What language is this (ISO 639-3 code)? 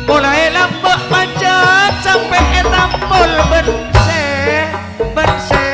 mad